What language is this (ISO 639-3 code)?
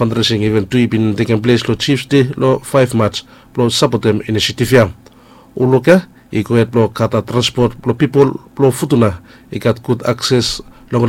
bis